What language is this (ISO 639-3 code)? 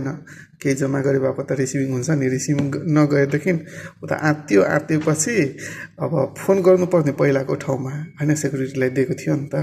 nep